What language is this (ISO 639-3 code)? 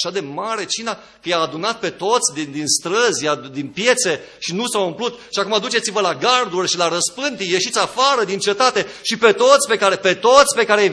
ron